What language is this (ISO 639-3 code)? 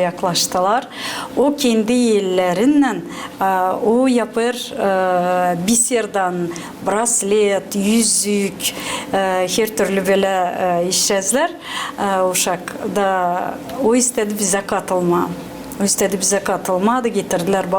gag